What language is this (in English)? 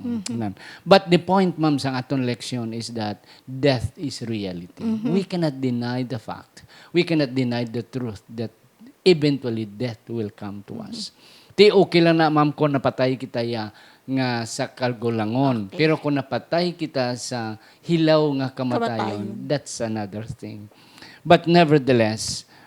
Hiligaynon